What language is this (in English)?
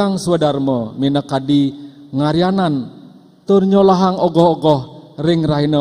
Balinese